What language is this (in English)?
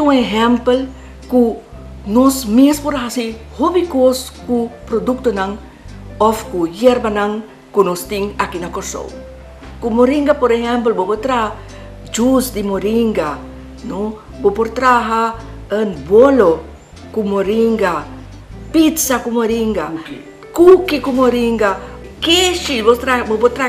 Papiamento